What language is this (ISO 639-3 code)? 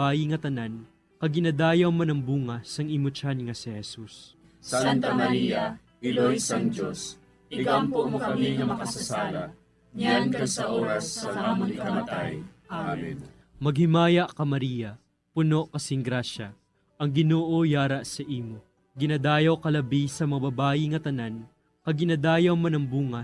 hil